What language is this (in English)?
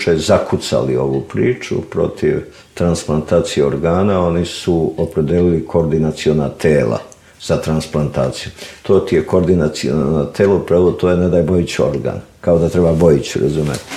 Serbian